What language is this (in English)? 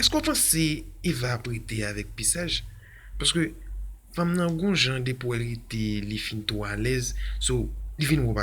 Haitian Creole